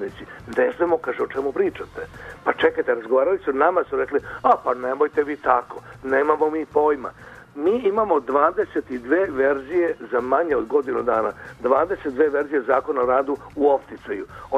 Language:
Serbian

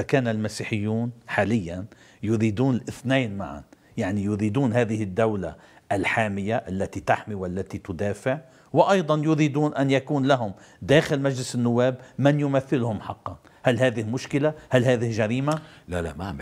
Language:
North Levantine Arabic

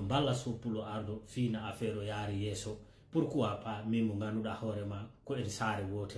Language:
Fula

